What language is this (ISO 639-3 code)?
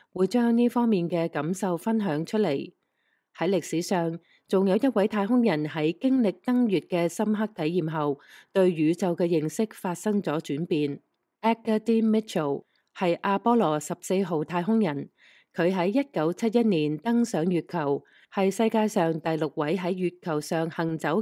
yue